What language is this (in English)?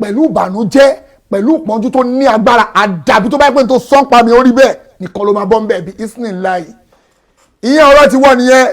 Yoruba